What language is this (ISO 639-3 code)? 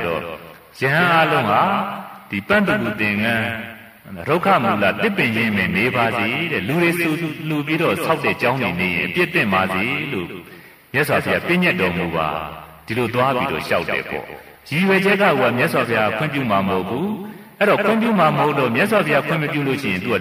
mya